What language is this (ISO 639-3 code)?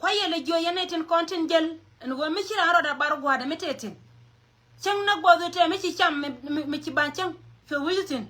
nus